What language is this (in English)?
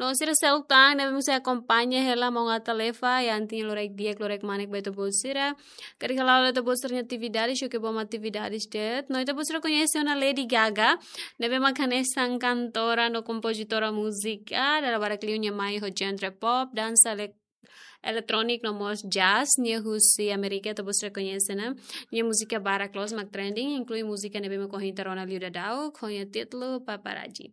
Tetum